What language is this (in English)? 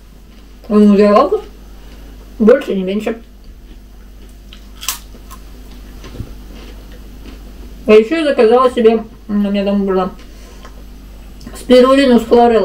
Russian